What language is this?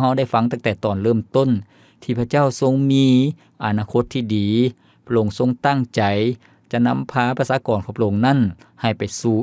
Lao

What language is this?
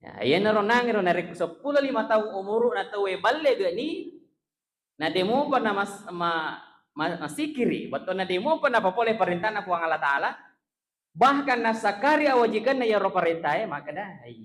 Buginese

